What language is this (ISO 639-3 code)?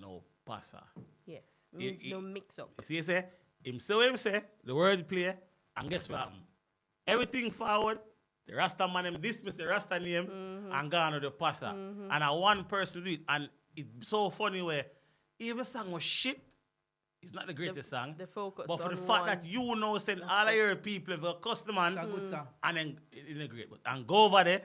jam